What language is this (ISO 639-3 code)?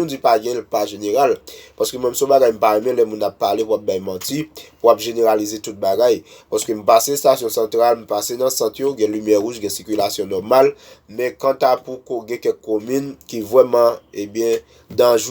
hat